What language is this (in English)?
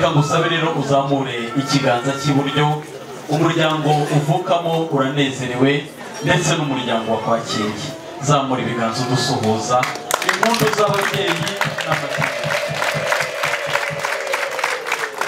Kinyarwanda